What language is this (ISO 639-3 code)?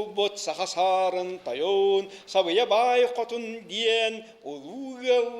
sah